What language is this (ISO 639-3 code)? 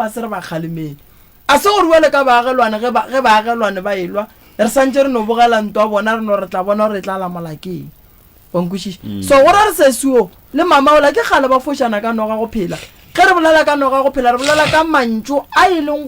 nso